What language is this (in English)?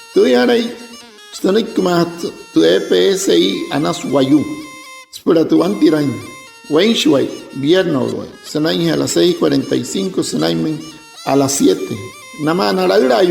Wayuu